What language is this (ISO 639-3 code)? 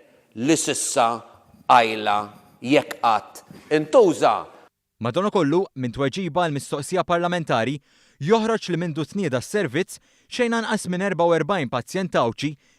mlt